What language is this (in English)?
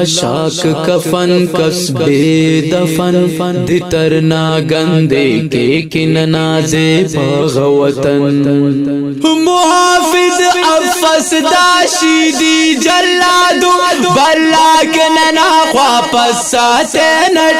Brahui